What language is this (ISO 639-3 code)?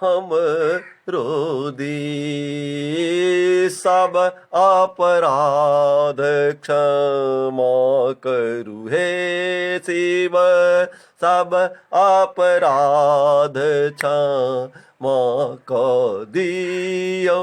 mai